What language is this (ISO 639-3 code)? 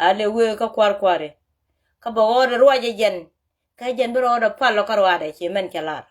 nus